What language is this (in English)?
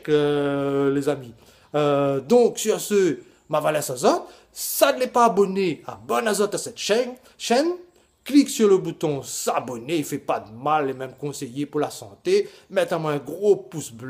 Réunion Creole French